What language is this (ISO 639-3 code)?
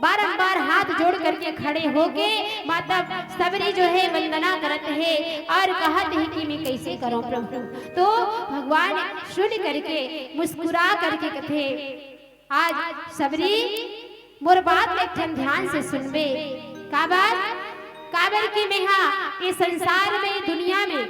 hne